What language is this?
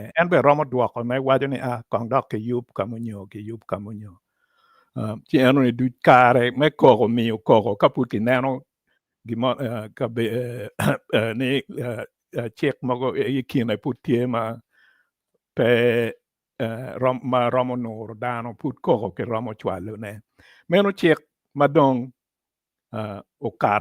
Acoli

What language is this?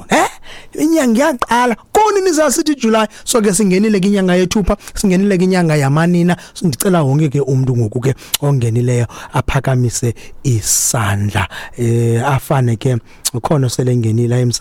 Xhosa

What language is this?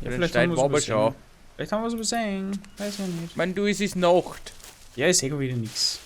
Bavarian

